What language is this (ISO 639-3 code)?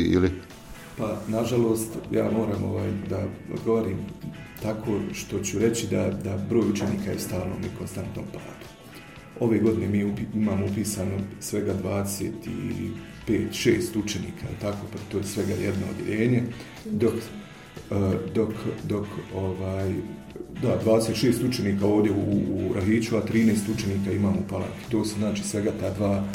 bos